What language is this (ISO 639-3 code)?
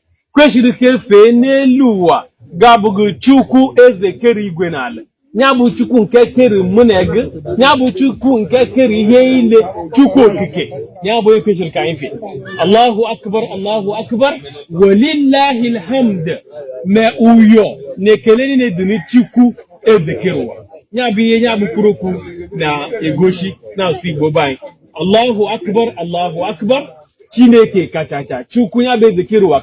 ibo